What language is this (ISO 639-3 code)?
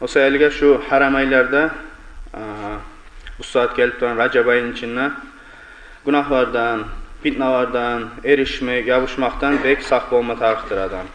kum